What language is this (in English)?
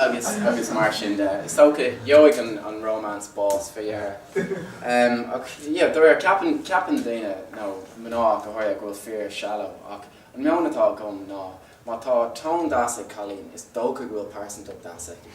Irish